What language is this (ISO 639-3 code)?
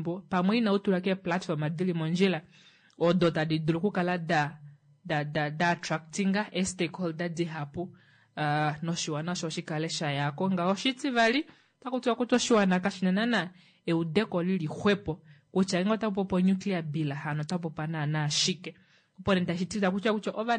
kua